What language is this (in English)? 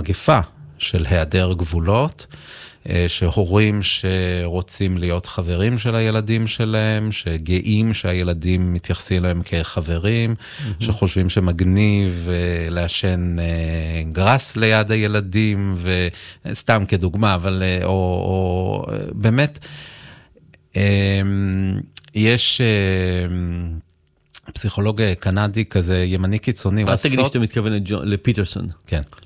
Hebrew